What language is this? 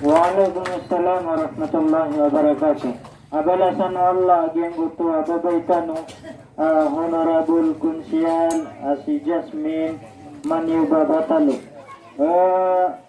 Maranao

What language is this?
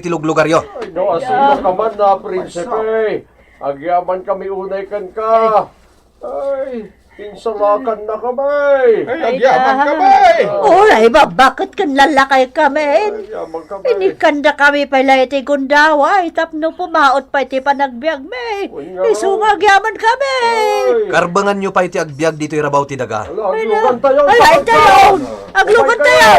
Iloko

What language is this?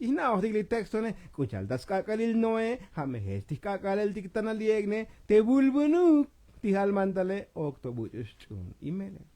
Tzotzil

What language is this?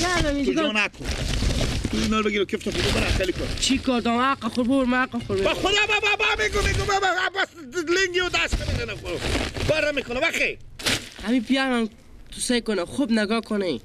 Persian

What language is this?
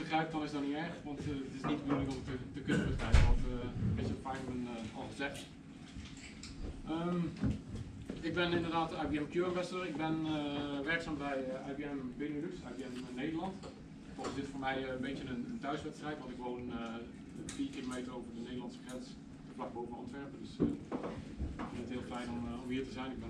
Dutch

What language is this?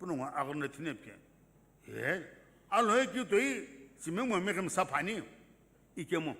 Sumi Naga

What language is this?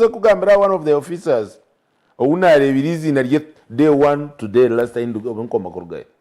Nyankole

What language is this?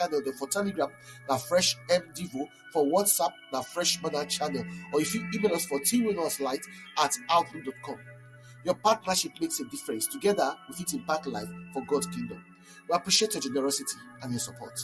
Nigerian Pidgin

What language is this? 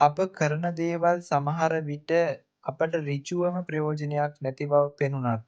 Sinhala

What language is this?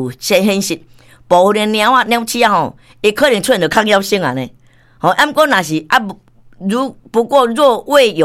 Min Nan Chinese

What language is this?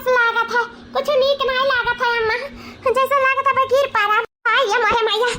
Awadhi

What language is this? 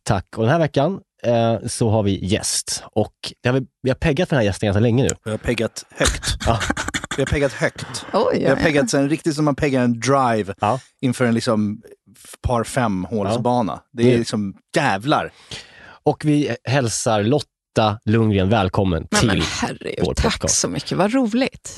Swedish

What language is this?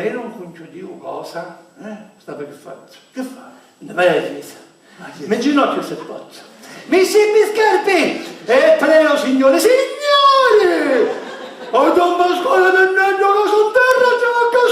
Sicilian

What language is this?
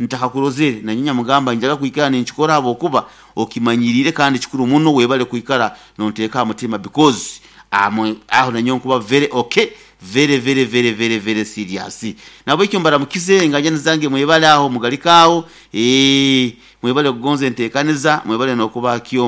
Nyoro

